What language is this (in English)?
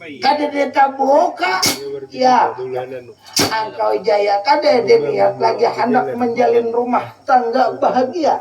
Banjar